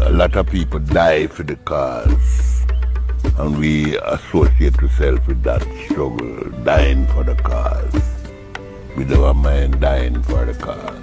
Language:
Jamaican Creole English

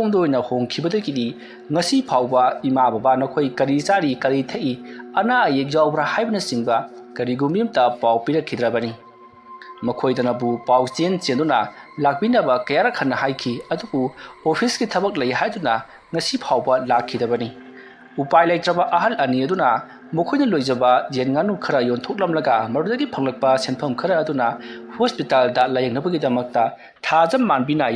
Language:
Manipuri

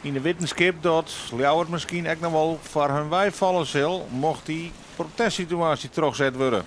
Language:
Western Frisian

